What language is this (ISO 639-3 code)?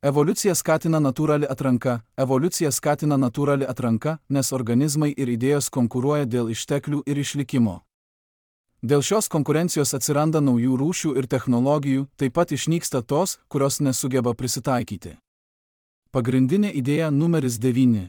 lit